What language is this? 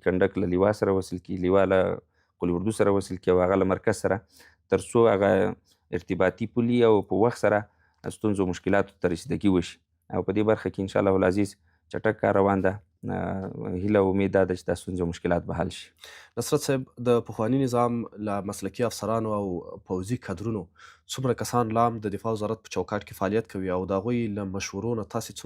Pashto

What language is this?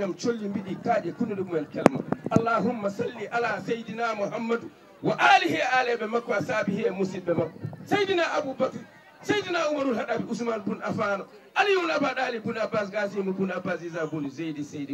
Fula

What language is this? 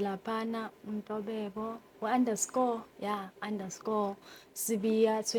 Zulu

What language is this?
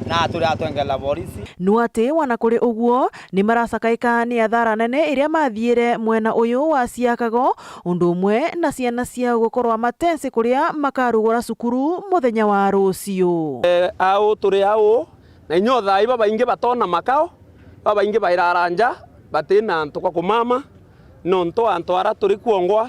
Meru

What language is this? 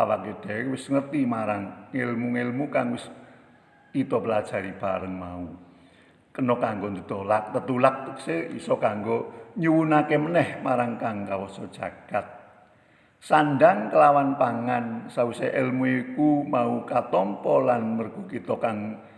Javanese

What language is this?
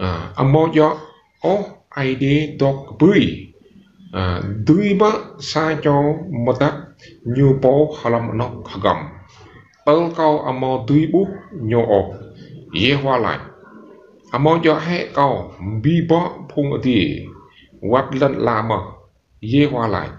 Rade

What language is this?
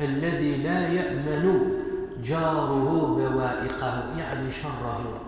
Kabyle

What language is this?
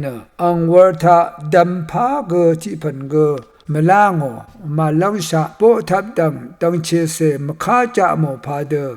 Rawang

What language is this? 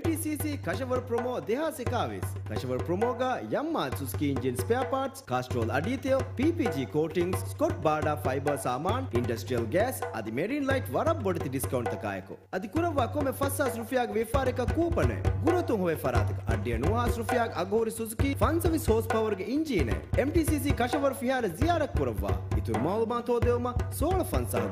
Divehi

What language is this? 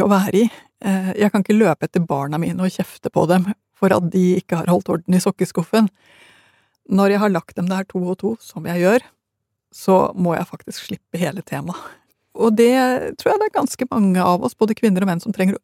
Norwegian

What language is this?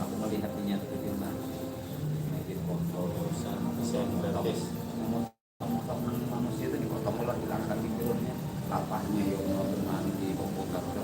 Banjar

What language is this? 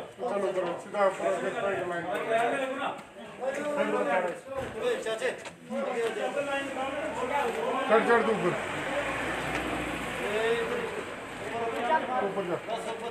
Hindi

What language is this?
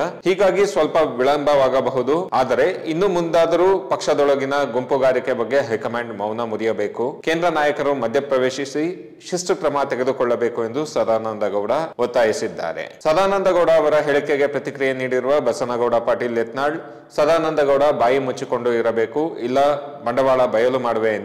Kannada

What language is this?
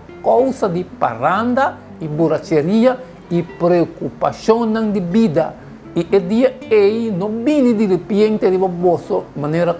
Papiamento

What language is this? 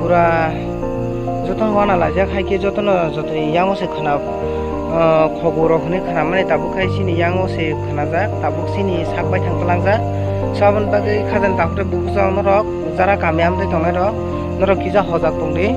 Kok Borok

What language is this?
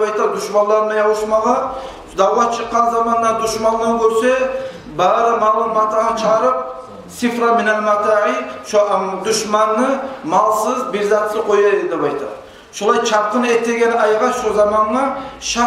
Kumyk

